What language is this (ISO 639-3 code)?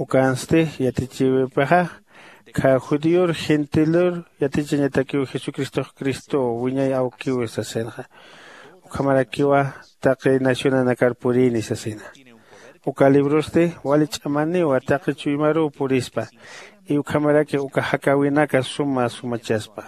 aym